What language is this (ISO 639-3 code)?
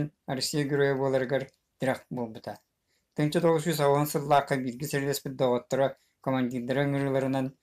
sah